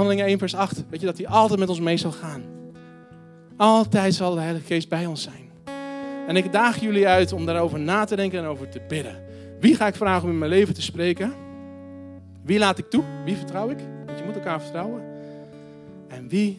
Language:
Dutch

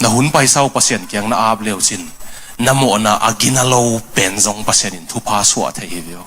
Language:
Tedim Chin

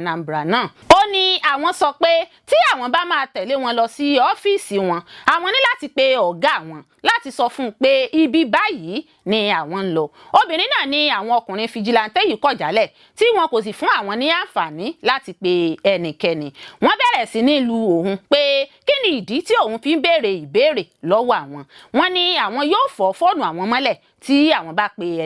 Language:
Yoruba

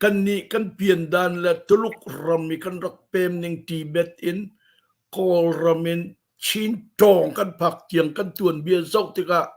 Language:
Hakha Chin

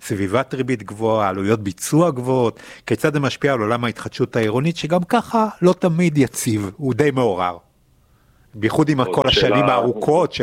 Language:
Hebrew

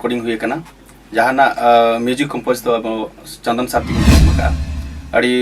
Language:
Santali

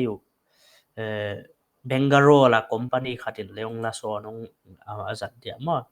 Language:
Paite Chin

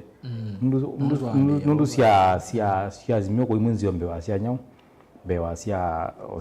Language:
Kamba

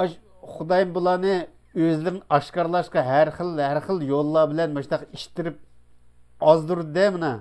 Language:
Uyghur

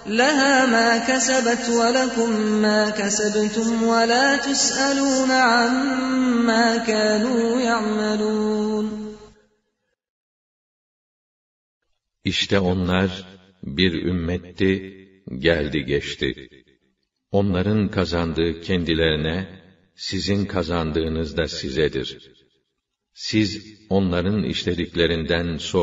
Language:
Turkish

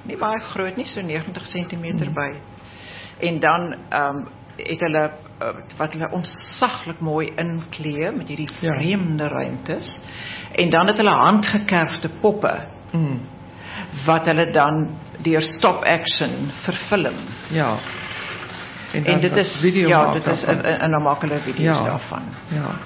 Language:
Afrikaans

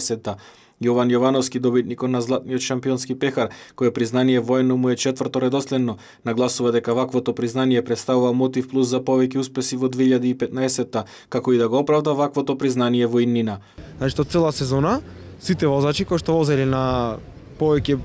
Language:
Macedonian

